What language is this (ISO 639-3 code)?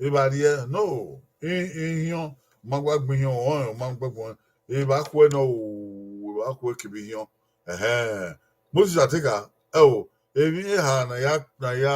bin